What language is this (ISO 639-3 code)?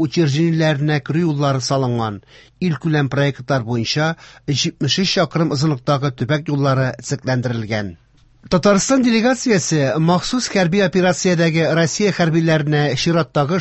tat